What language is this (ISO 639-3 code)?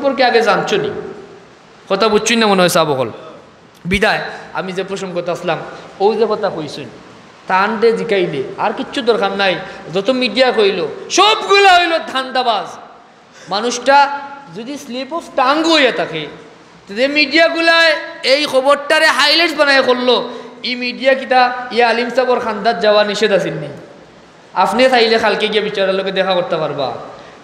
syl